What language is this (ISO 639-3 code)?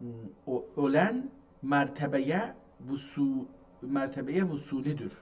azb